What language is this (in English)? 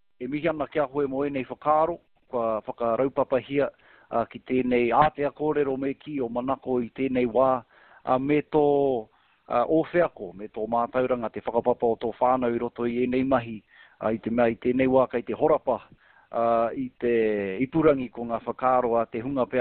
Māori